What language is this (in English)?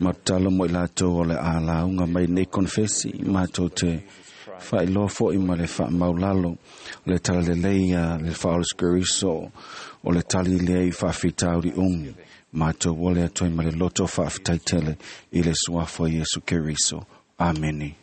Samoan